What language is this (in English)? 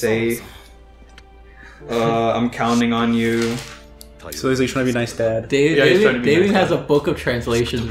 English